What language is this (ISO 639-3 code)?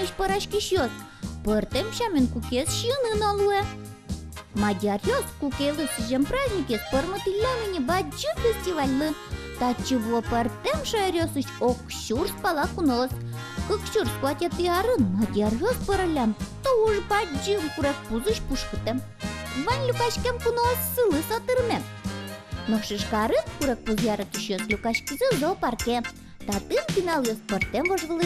udm